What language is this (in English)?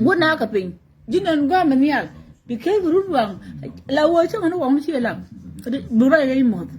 Nuer